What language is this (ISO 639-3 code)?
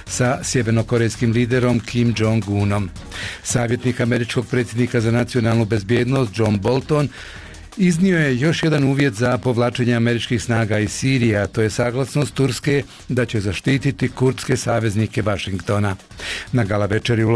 bos